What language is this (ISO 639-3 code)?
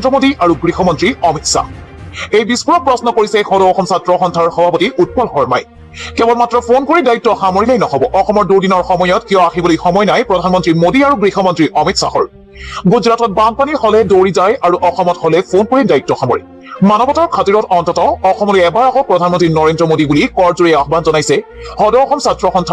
asm